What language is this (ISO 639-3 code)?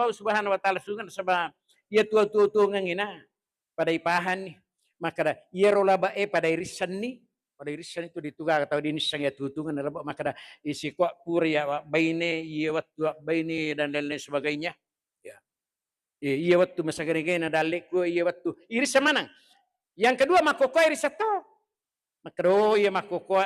bug